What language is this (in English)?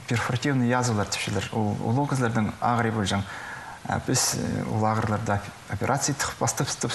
Khakas